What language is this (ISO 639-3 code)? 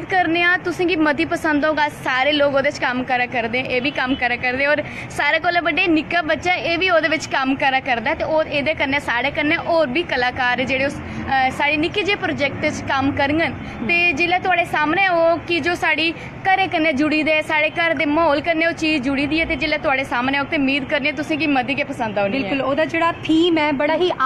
doi